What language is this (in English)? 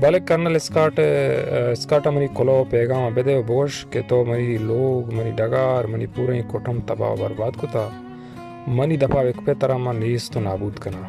Baluchi